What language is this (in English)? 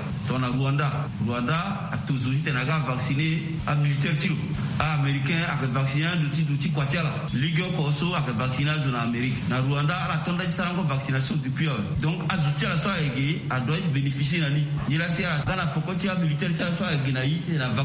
Sango